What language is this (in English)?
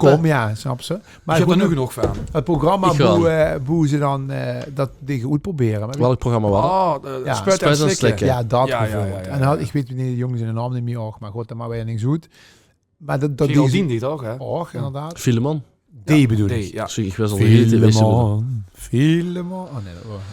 Limburgish